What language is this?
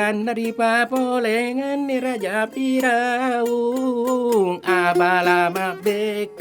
Buginese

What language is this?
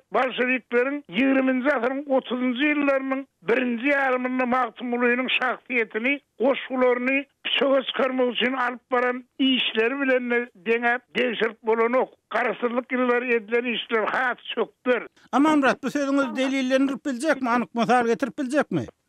Turkmen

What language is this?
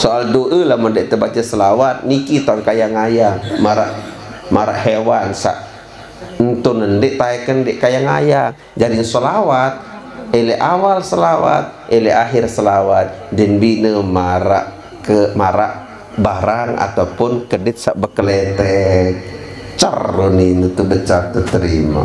Sasak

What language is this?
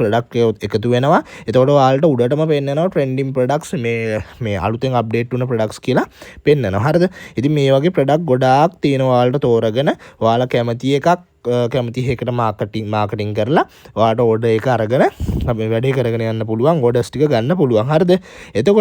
Sinhala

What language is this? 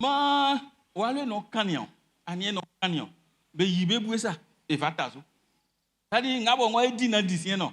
Baoulé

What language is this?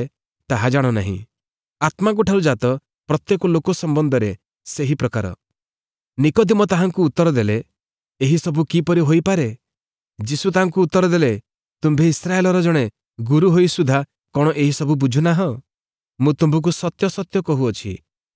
Odia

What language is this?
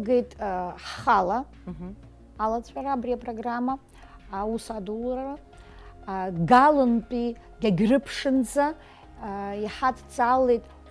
Abkhazian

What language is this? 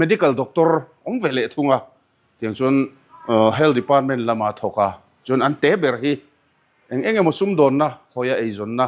Mizo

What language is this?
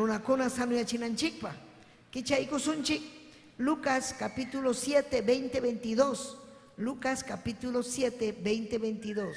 Ayacucho Quechua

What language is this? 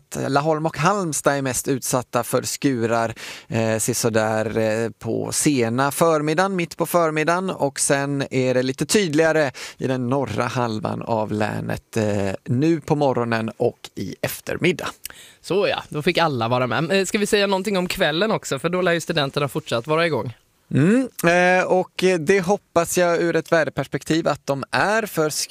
Swedish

